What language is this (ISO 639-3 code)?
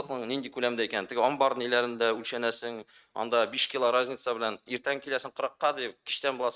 tat